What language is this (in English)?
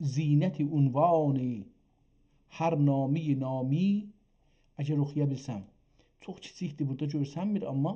South Azerbaijani